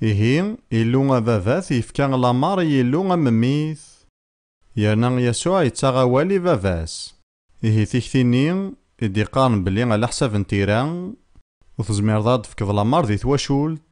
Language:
Kabyle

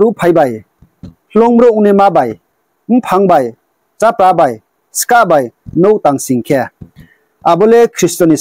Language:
Riang (India)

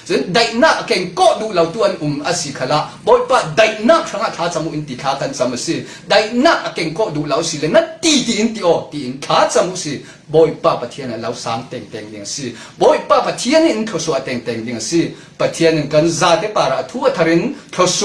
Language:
Falam Chin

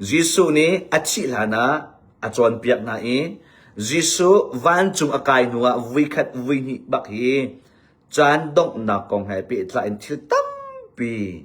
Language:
Hakha Chin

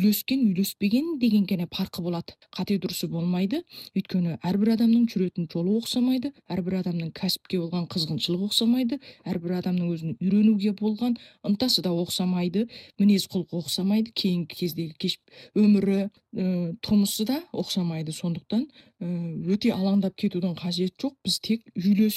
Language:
Kazakh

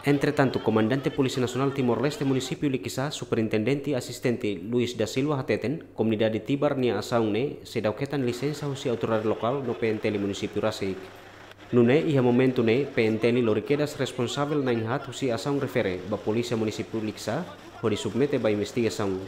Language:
Tetum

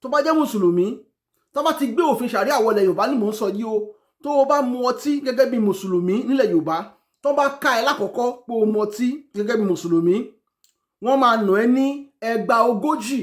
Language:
Yoruba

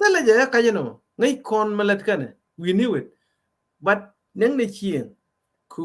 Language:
Nuer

